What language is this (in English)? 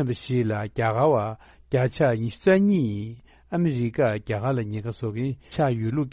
Tibetan